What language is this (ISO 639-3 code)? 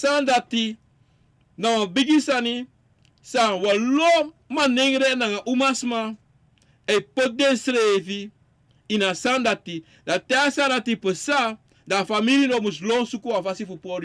srn